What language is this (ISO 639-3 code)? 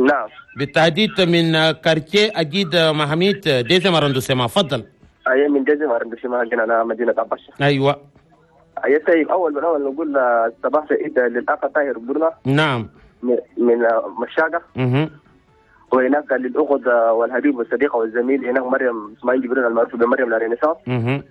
shu